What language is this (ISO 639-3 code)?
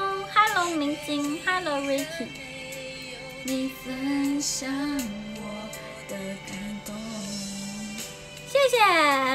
zho